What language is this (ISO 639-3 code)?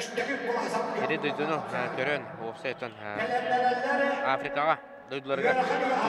sah